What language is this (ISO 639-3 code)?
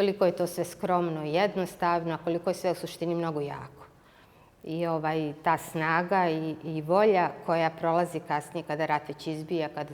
bos